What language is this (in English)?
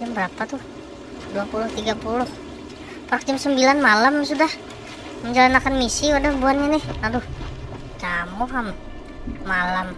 Banjar